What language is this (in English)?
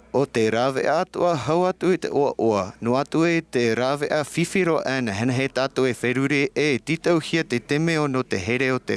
Tahitian